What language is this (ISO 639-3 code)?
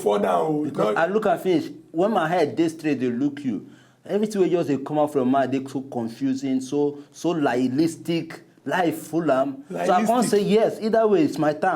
pcm